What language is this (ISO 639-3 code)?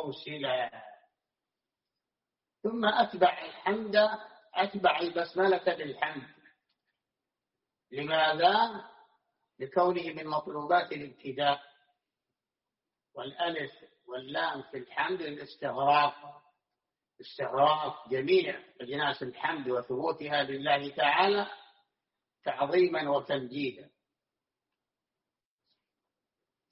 ara